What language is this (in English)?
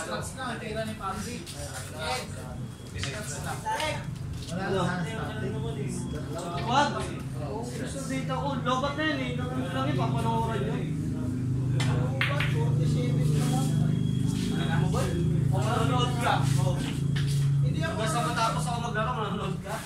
Filipino